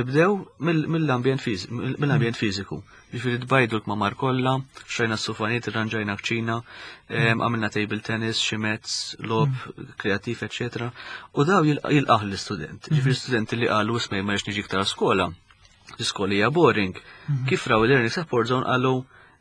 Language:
Maltese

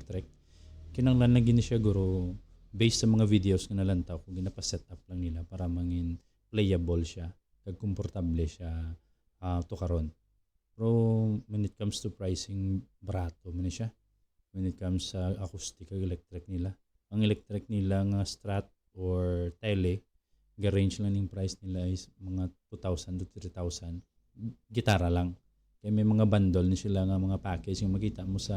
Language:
Hiligaynon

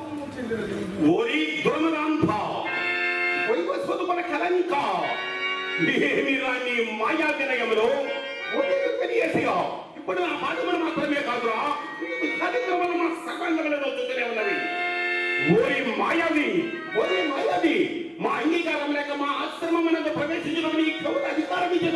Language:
Telugu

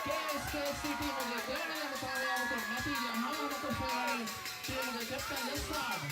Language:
Divehi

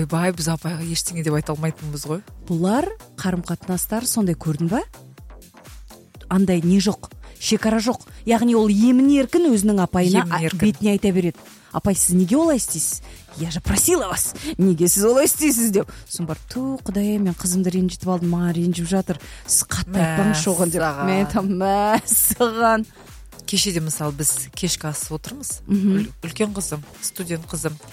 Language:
Kazakh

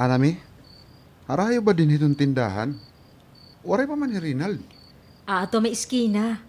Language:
Waray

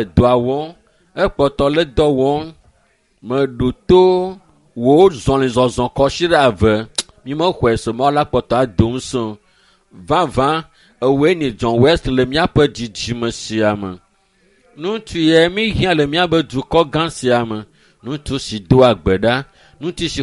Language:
Ewe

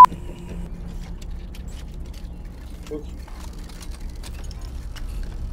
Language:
Turkish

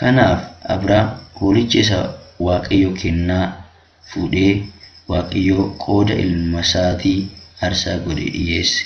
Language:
Oromo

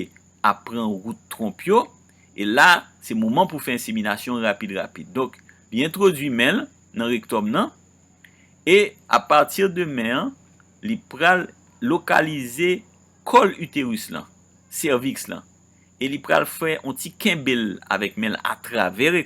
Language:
Haitian Creole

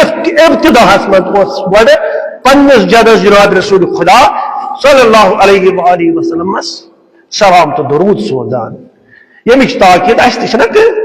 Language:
Kashmiri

